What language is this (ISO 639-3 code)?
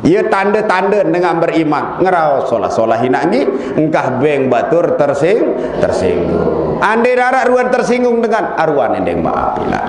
sas